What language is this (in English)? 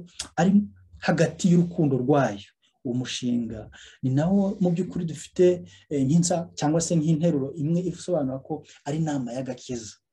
Kinyarwanda